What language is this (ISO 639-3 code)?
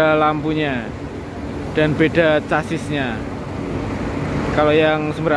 ind